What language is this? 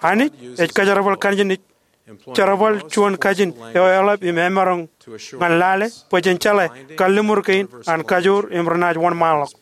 Marshallese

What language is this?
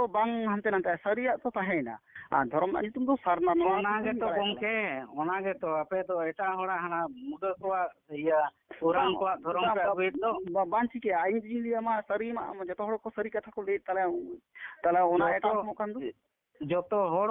Santali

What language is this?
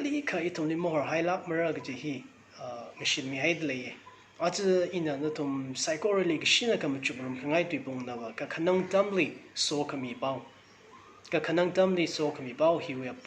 Tangkhul Naga (India)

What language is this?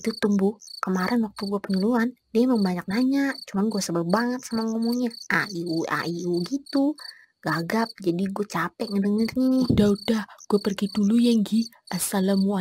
Betawi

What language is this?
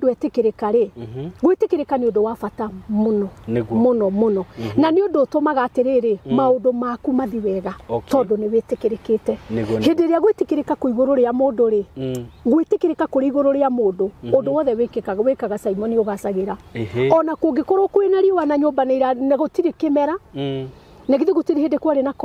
Kikuyu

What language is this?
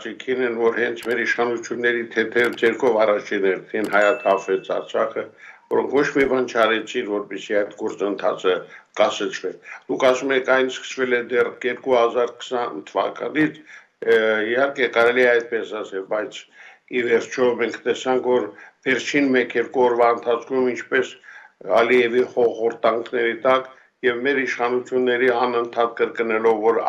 Armenian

